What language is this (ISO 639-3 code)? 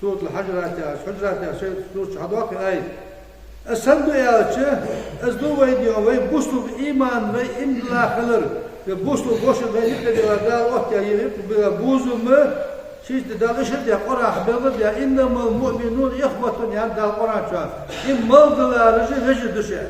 inh